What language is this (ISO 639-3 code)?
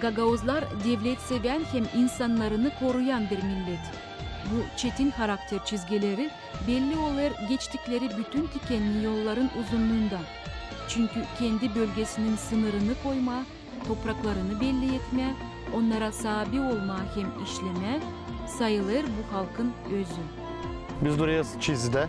gag